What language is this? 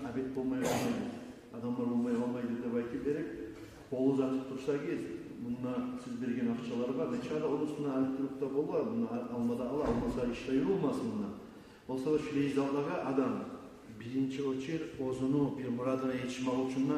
Kumyk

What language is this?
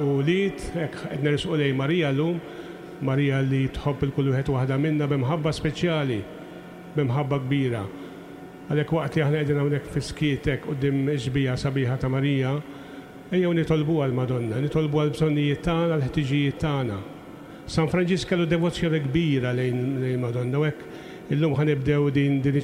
Maltese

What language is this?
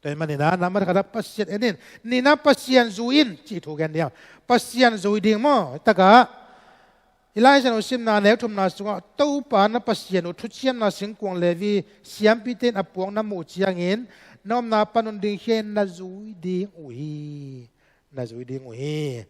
Tedim Chin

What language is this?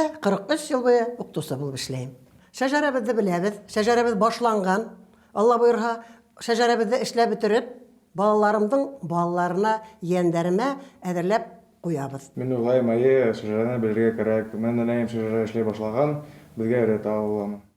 Bashkir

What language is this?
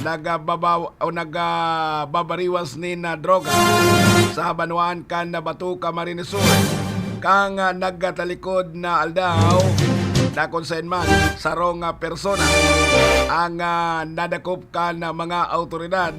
Bikol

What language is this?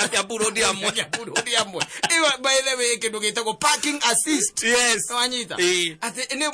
Kikuyu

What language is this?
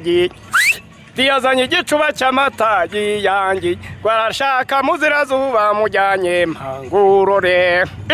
Kinyarwanda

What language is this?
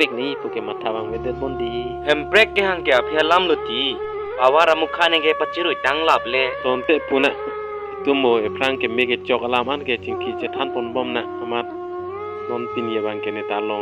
Karbi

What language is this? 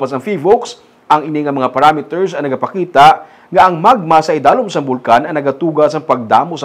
Hiligaynon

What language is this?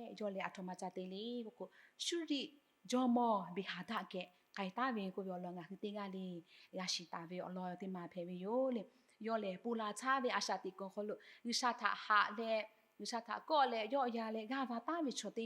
Lahu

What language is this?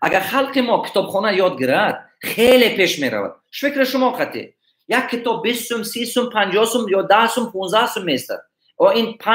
Tajik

